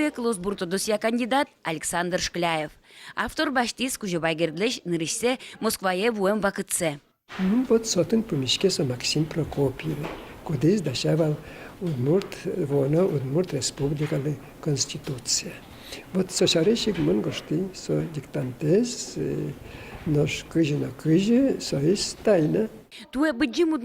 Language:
Udmurt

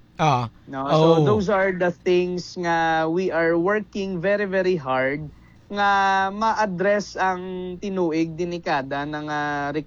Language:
Hiligaynon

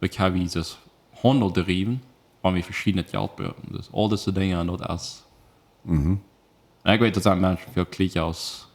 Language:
Plautdietsch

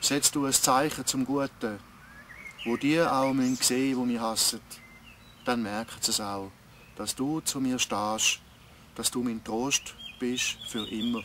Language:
Swiss German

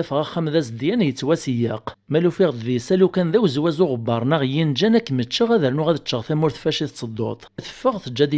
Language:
Kabyle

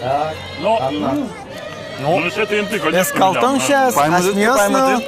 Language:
Udmurt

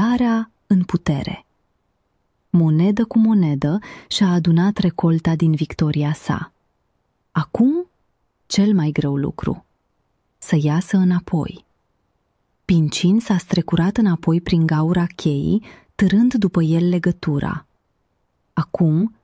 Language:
Romanian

